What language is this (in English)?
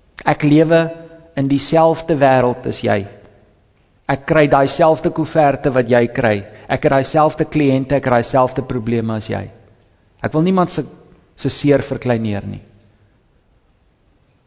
Afrikaans